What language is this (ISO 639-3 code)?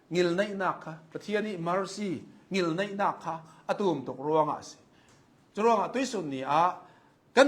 cnh